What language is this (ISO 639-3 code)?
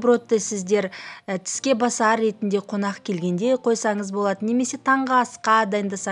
kaz